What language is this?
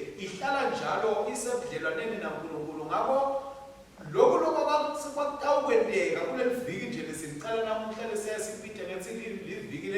Swati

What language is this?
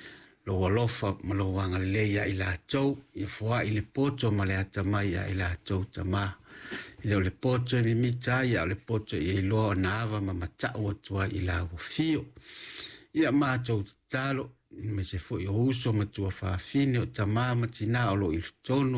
Samoan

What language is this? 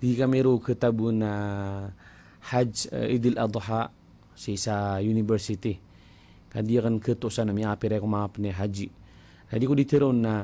Maranao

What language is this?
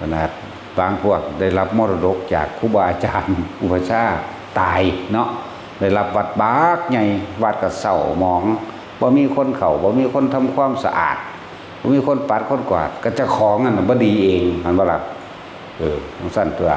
Northeastern Thai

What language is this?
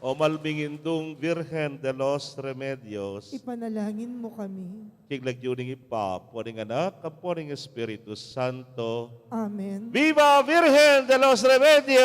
Pampanga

